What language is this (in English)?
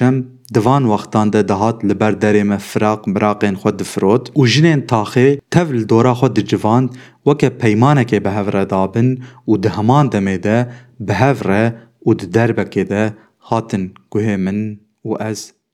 Kurdish